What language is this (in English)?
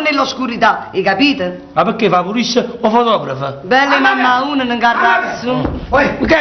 Neapolitan